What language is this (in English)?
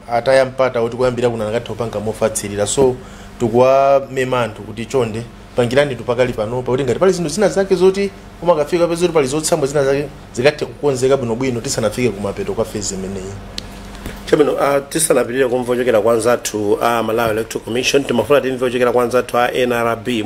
Nyanja